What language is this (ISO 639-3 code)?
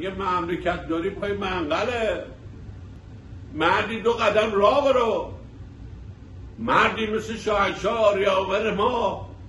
fas